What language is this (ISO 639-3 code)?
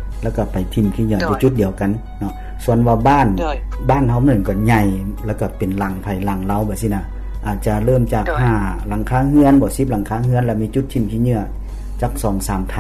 lao